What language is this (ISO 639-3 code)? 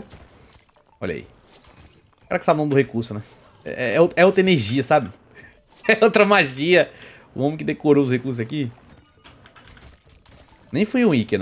por